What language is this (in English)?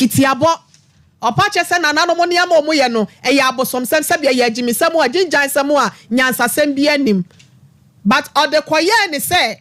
Akan